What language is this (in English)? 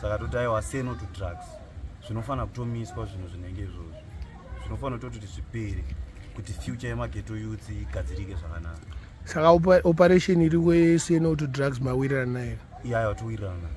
Shona